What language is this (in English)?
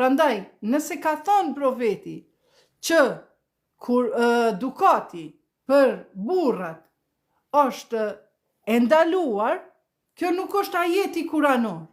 Albanian